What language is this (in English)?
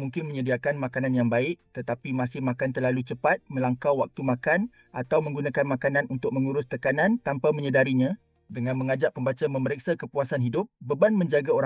Malay